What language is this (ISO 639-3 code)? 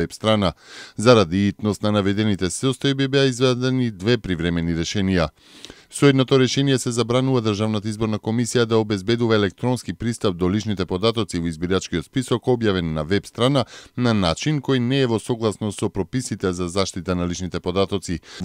mkd